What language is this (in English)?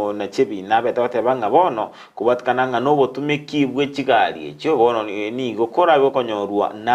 Gusii